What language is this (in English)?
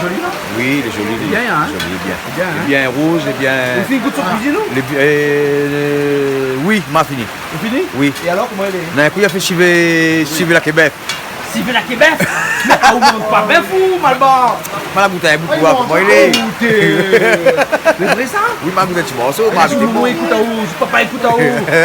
Réunion Creole French